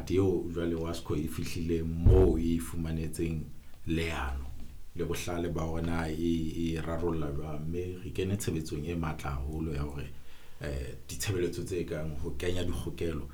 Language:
Southern Sotho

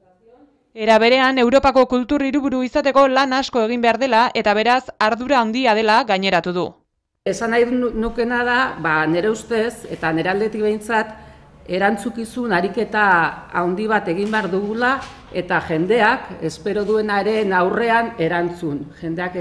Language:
Basque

